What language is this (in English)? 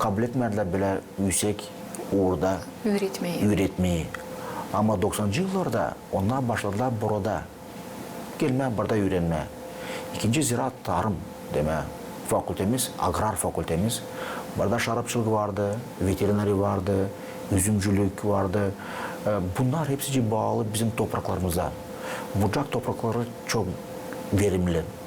Gagauz